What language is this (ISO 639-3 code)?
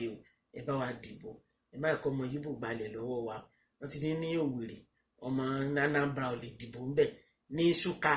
yor